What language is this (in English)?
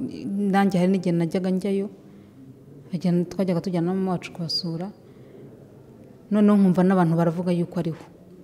Kinyarwanda